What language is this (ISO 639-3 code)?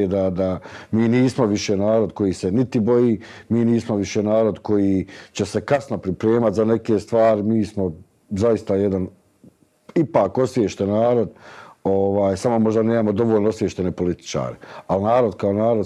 bos